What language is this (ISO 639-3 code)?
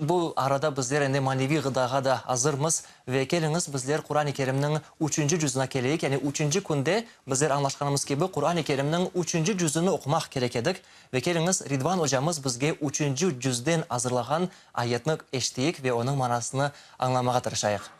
crh